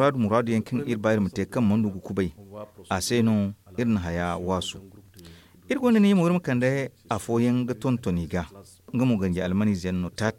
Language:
Zarma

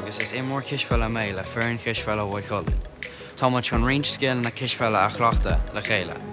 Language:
Irish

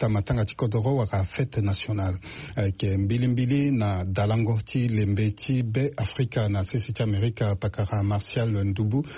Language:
Sango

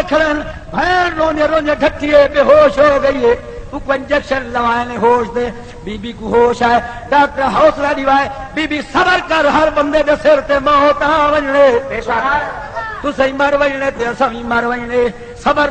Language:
Saraiki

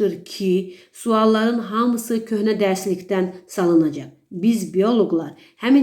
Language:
Azerbaijani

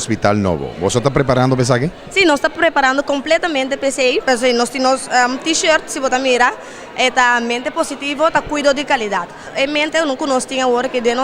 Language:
Papiamento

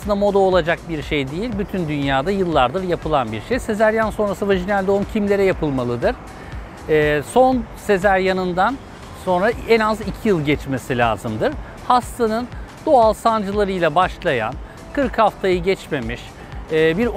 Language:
Turkish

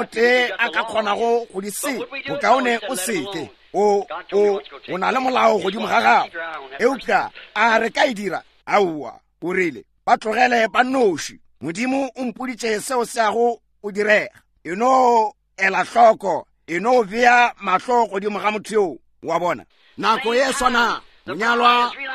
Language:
Northern Sotho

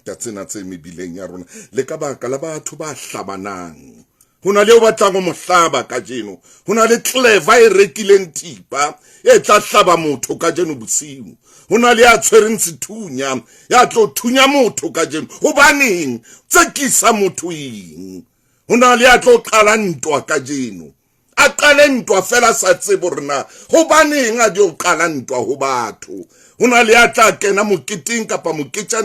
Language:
Southern Sotho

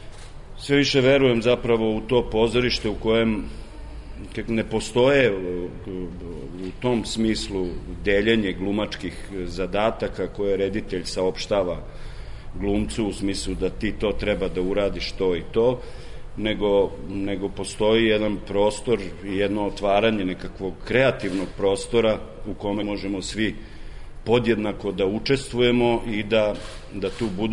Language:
Serbian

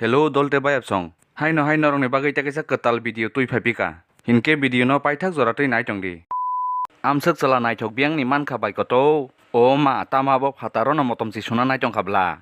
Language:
Kok Borok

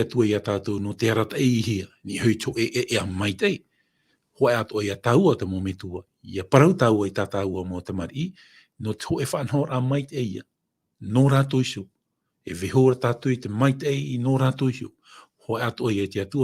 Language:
Tahitian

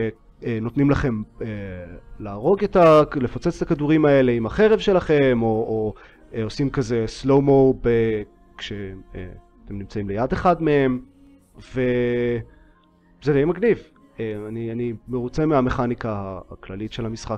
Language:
Hebrew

